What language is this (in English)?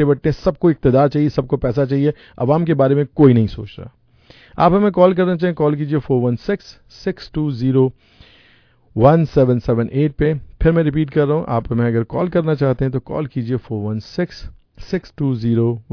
Urdu